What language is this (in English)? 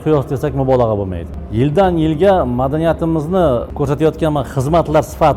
Uzbek